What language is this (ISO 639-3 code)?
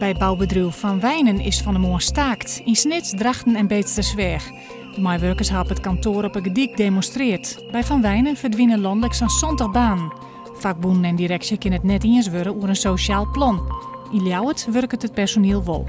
fry